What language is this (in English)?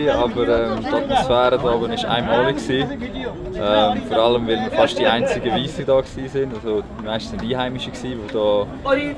Swiss German